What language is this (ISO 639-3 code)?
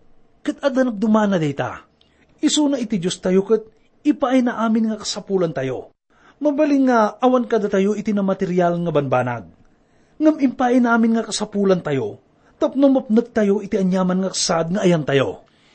ilo